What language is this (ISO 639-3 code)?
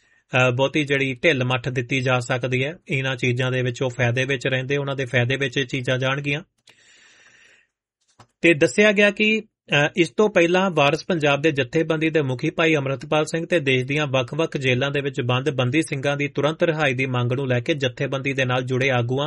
pan